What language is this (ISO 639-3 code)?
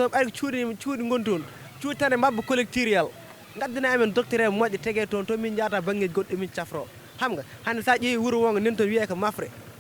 ful